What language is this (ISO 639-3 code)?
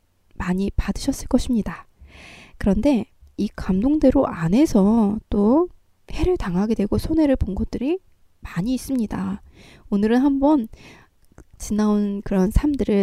kor